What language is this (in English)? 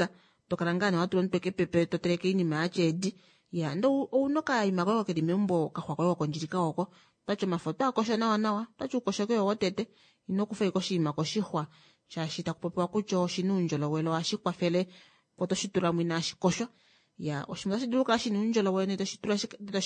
Kuanyama